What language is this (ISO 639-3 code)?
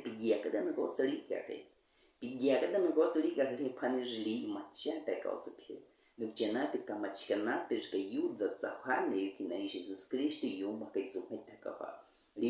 bwi